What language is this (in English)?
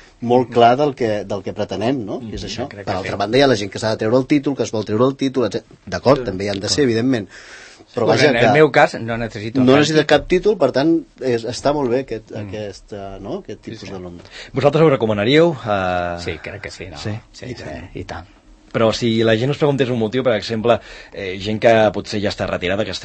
Catalan